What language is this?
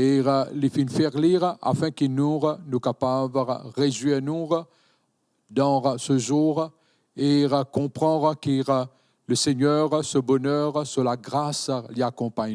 Morisyen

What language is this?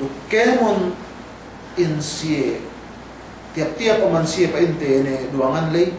Yakan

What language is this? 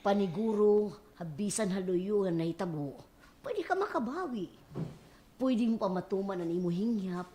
Waray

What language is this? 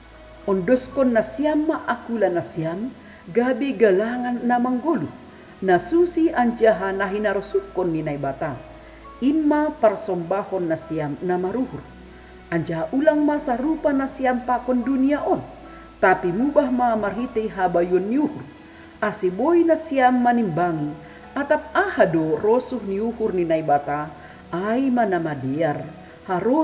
Batak Simalungun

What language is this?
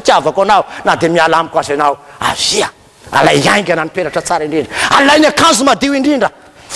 Malagasy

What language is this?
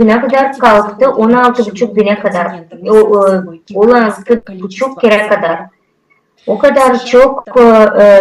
Gagauz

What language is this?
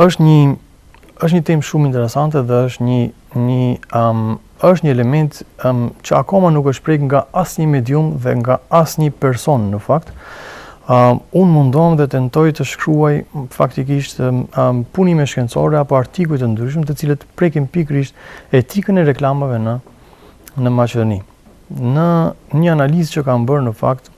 Albanian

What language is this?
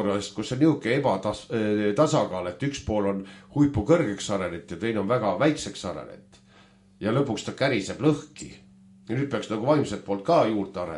Estonian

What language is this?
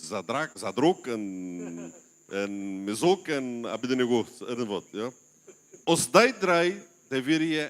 Plautdietsch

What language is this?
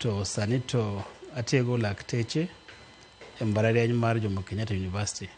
Luo (Kenya and Tanzania)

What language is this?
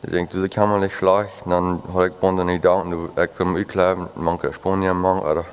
Plautdietsch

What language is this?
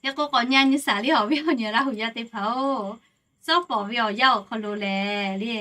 Lahu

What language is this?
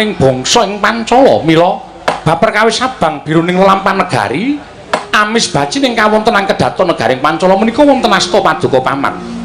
Javanese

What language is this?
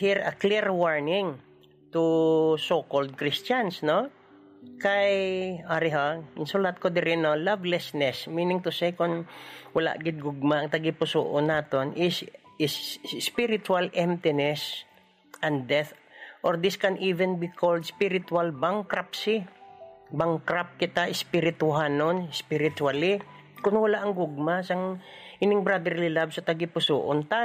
Hiligaynon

